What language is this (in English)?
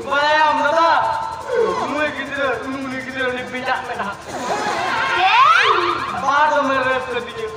Santali